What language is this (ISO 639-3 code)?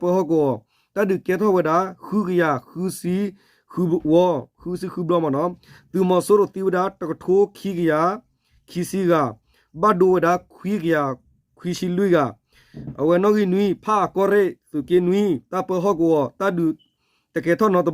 ksw